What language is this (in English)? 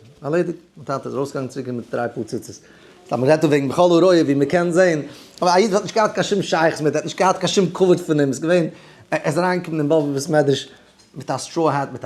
Yiddish